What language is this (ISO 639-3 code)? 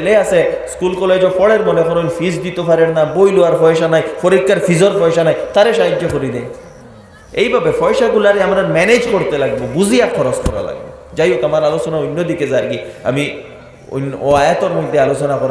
syl